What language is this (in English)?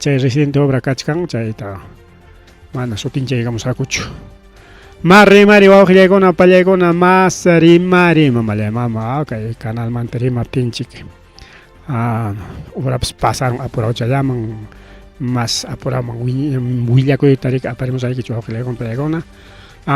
Ayacucho Quechua